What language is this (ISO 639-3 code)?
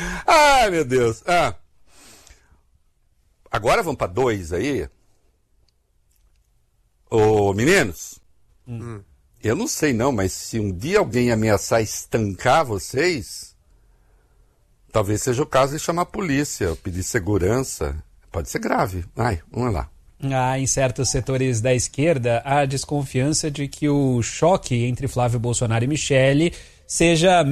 por